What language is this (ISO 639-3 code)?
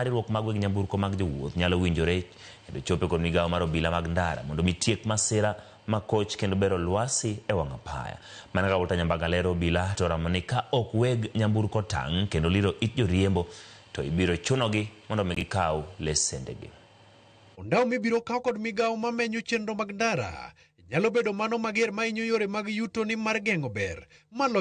luo